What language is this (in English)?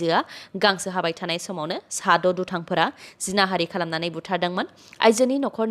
Bodo